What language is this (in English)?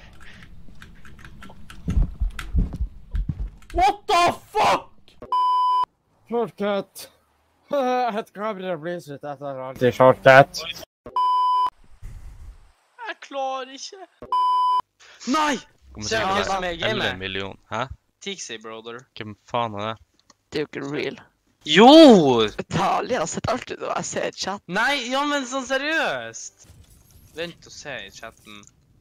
Norwegian